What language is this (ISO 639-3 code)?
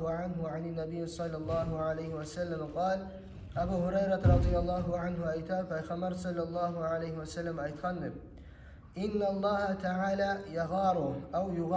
kum